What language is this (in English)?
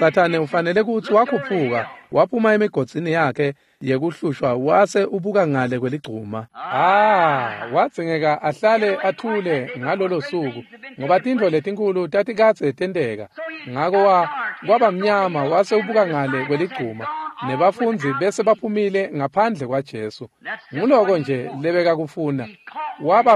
Swati